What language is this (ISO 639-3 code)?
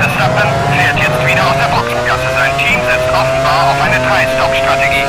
bar